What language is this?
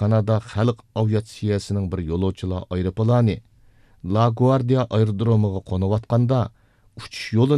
Uyghur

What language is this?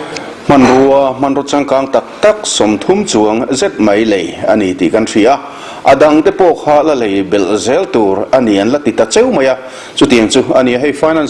Mizo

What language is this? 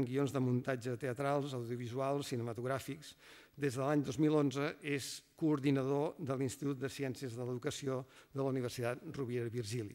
Catalan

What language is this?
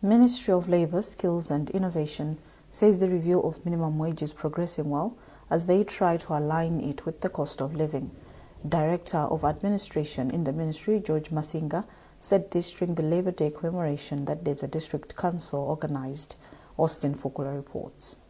English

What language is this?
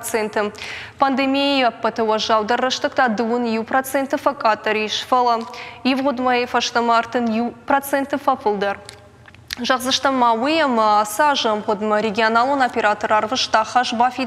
Ossetic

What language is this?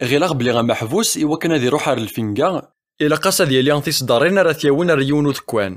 Kabyle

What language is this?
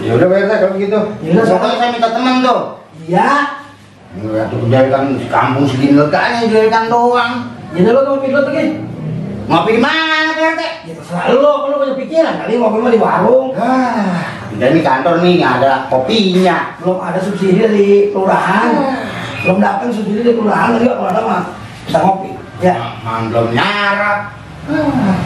Betawi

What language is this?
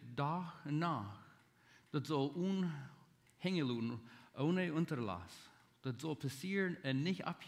Plautdietsch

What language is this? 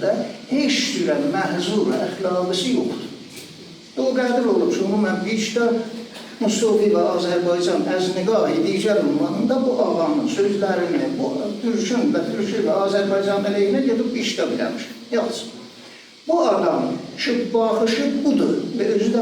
Azerbaijani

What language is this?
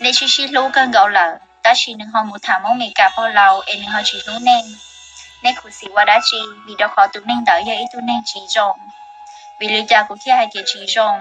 Hmong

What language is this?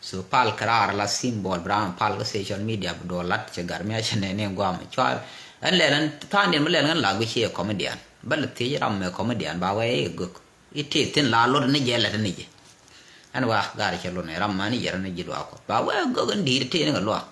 Nuer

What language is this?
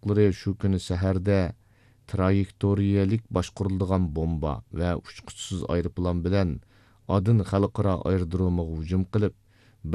Uyghur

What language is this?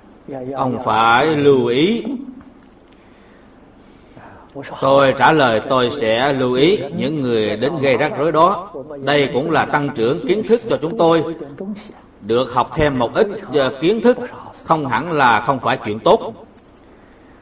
Vietnamese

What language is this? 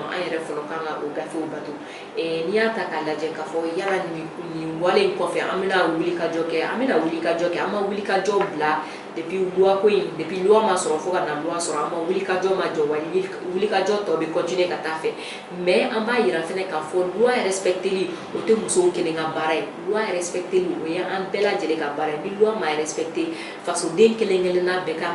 Bambara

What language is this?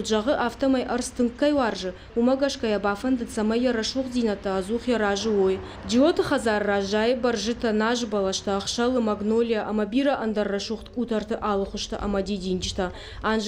Ossetic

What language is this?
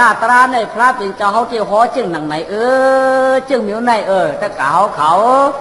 Shan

